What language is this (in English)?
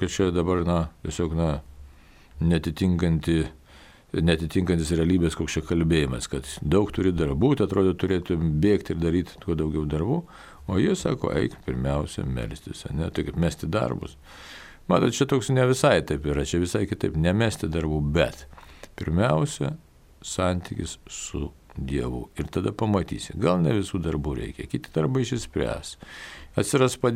Lithuanian